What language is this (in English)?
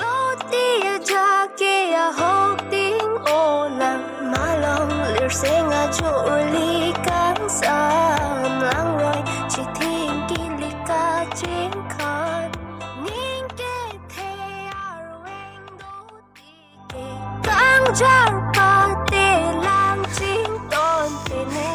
Karbi